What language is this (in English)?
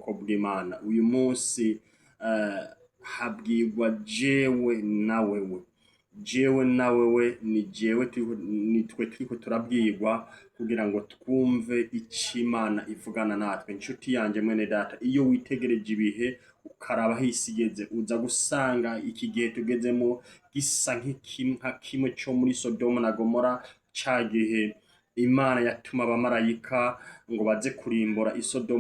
Rundi